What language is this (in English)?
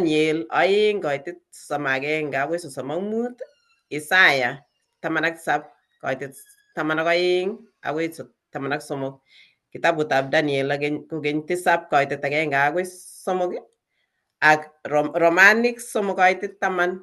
Kalenjin